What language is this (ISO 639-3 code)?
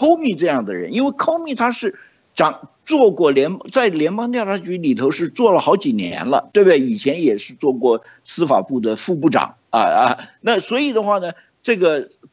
zho